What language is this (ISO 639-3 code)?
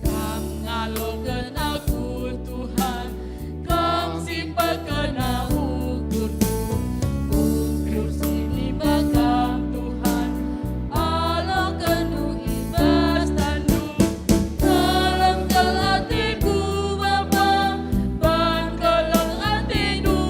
btx